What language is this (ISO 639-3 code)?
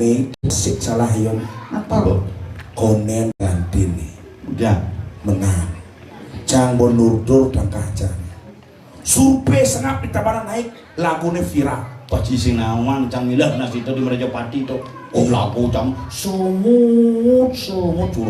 ban